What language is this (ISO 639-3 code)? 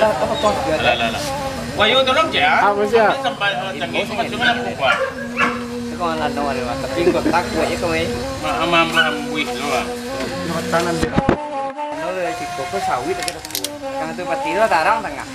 min